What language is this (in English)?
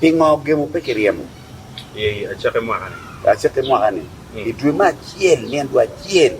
Acoli